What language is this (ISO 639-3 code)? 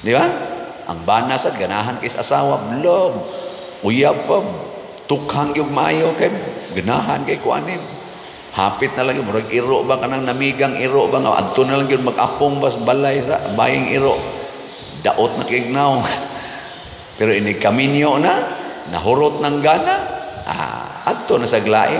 ceb